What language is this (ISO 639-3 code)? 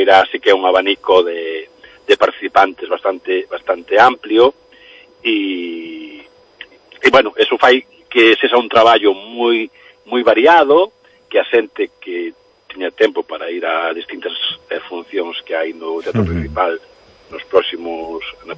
glg